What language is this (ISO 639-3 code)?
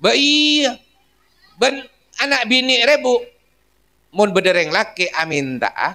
mad